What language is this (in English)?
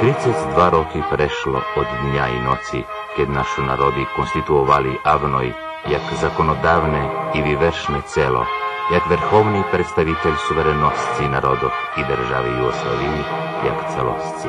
Rusyn